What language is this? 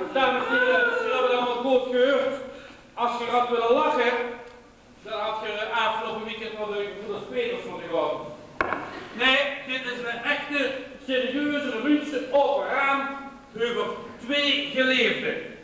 Limburgish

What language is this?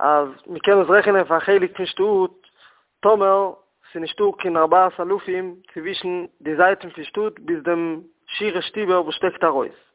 Yiddish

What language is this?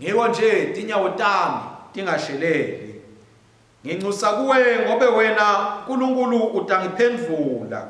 Swati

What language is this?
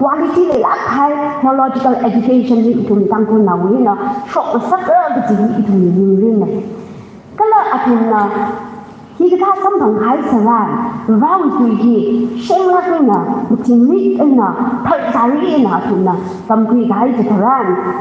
Tangkhul Naga (India)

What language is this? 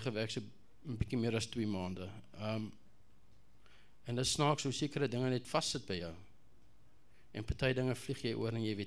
Afrikaans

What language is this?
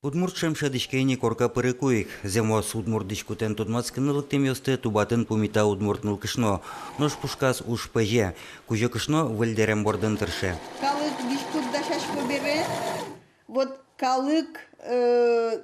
Udmurt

